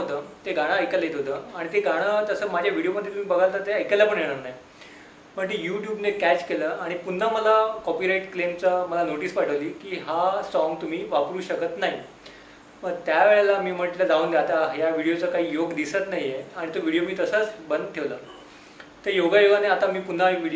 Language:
Marathi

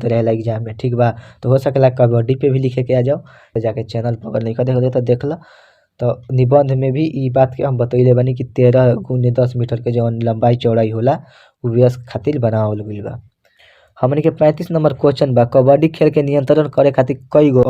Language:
Bhojpuri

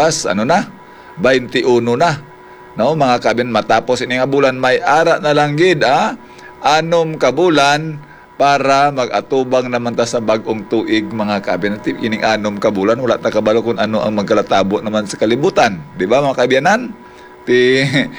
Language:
Hiligaynon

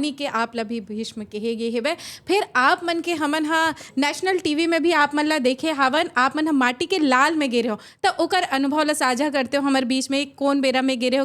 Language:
Chhattisgarhi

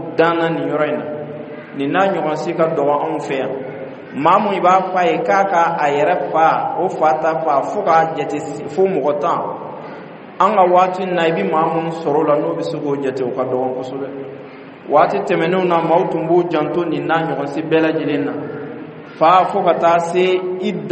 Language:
Bambara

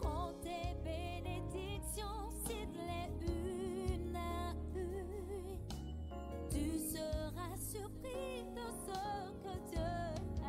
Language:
Ewe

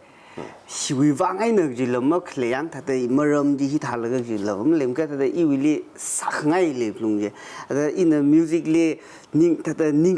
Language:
Tangkhul Naga (India)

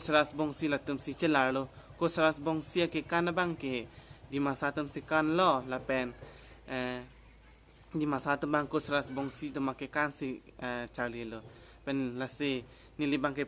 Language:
Karbi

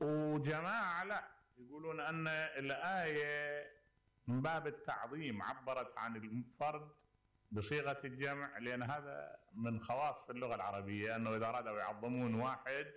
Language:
Mesopotamian Arabic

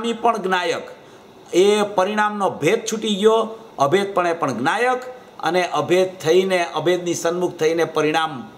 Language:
Gujarati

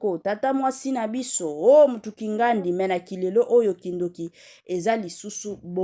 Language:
Lingala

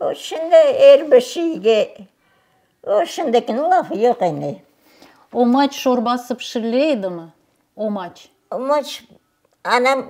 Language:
Crimean Tatar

